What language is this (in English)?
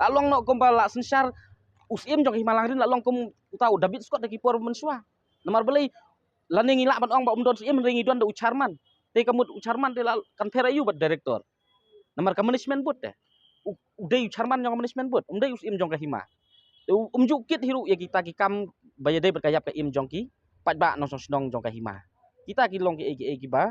Khasi